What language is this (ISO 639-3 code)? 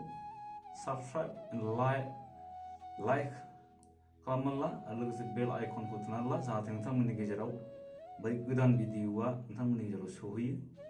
brx